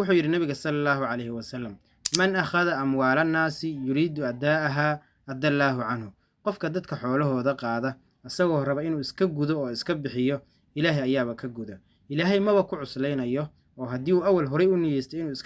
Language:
Somali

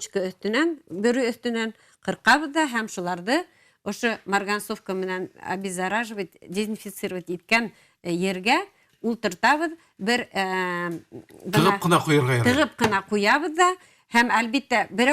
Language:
Bashkir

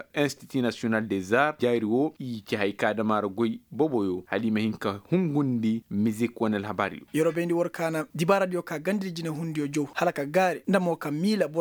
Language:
Koyraboro Senni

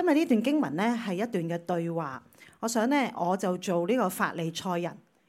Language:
Cantonese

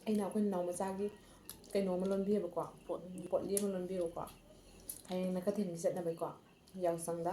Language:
Manipuri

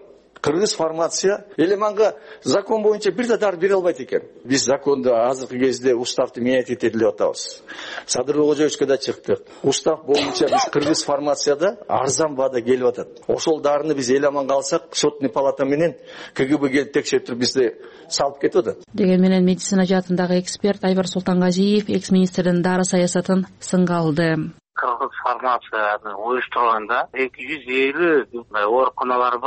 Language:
Kyrgyz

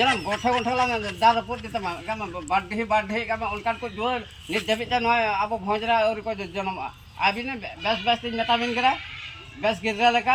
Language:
Santali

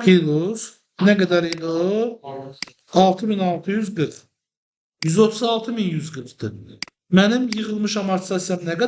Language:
Azerbaijani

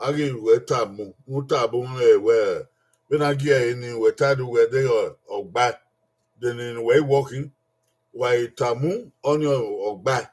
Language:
Bini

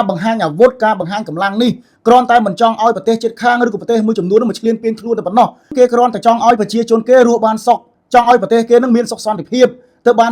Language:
Khmer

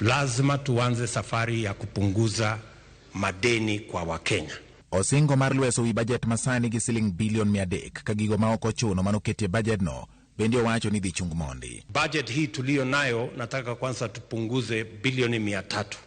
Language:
Luo (Kenya and Tanzania)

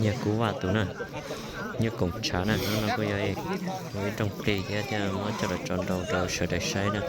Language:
Hmong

